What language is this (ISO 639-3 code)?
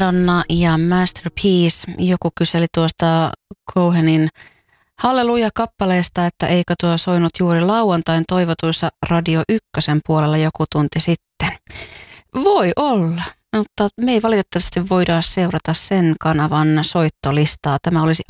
fin